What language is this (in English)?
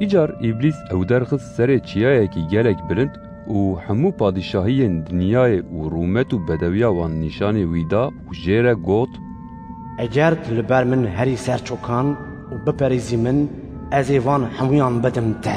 Kurdish